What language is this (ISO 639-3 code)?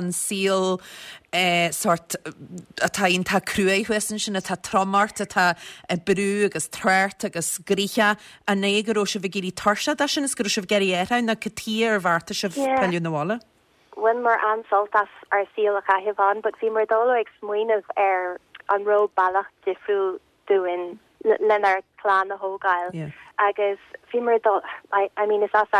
gle